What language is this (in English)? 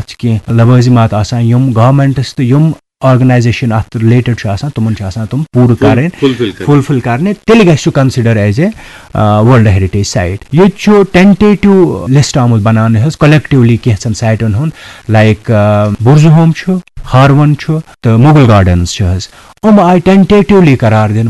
Kashmiri